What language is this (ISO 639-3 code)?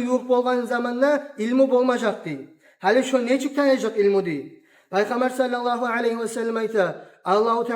kum